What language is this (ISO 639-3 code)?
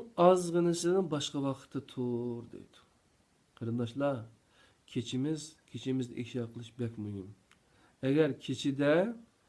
uig